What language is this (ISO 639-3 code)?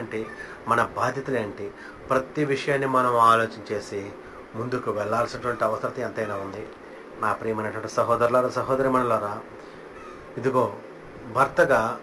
tel